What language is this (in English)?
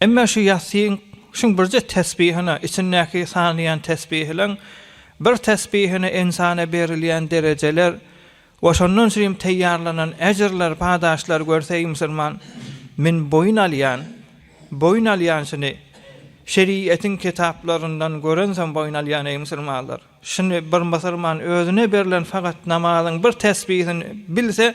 Turkmen